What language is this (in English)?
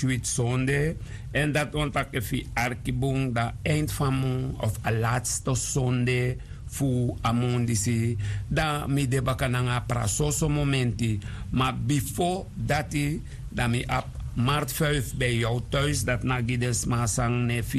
Sranan Tongo